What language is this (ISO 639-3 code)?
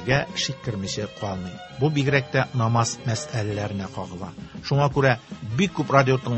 tat